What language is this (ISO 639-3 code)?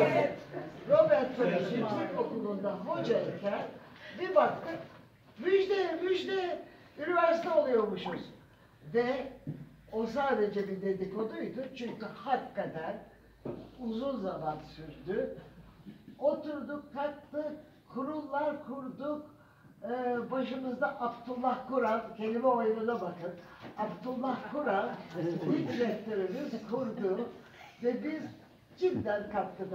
tur